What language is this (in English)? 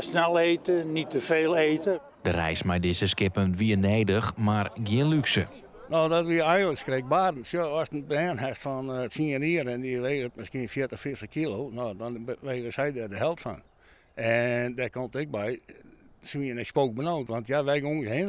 Western Frisian